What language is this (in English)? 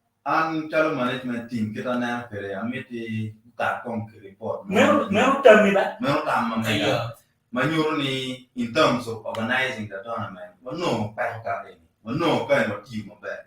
Acoli